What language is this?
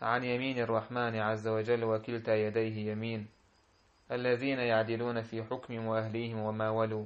Chechen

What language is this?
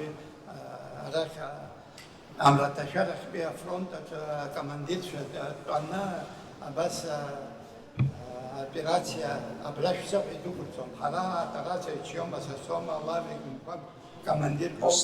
Abkhazian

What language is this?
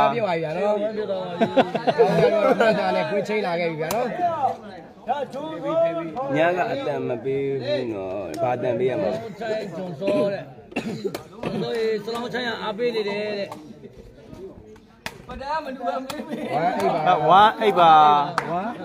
Burmese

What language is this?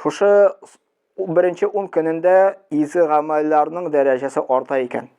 Tatar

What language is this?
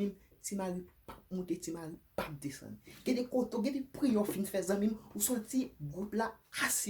Haitian Creole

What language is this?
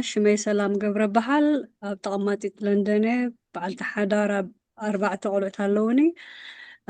Tigrinya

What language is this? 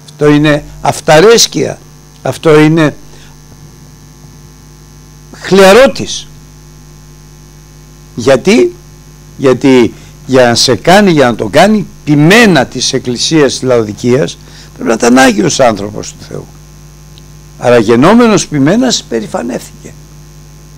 Greek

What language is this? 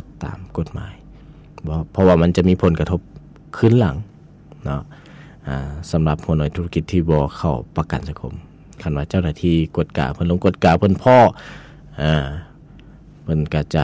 Lao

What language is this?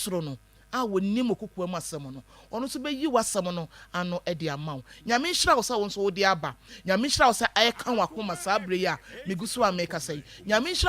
Akan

